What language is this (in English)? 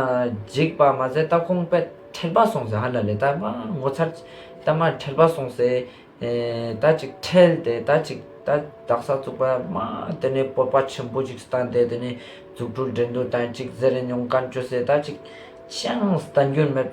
Ladakhi